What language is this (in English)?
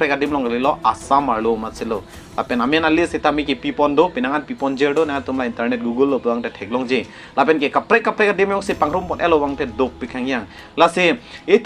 Karbi